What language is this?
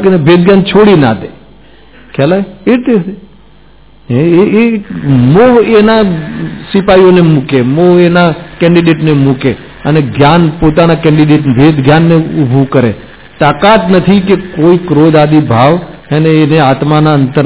Gujarati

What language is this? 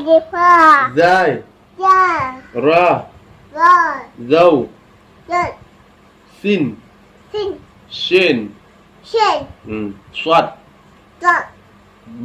Achinese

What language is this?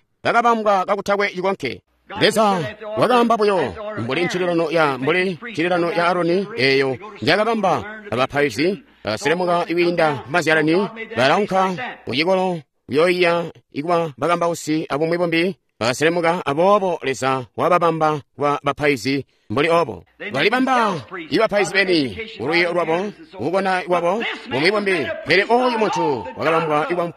Tonga (Zambia)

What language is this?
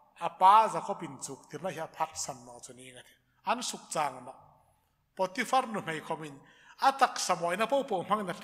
Hmar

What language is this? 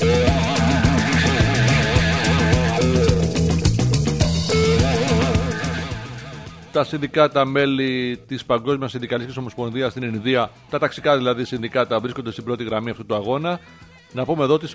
Greek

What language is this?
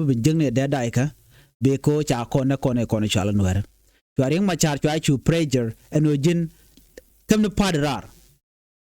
Nuer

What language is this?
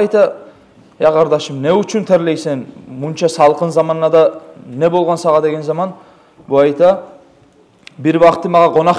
Kumyk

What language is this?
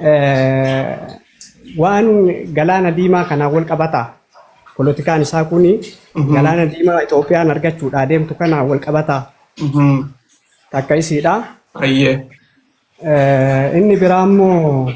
Oromo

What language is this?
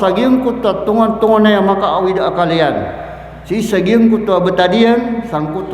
Maranao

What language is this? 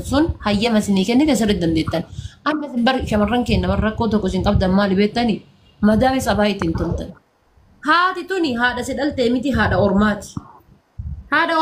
Oromo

